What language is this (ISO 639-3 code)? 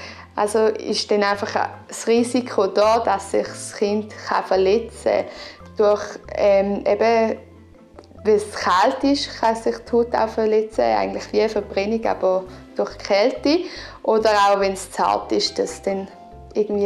gsw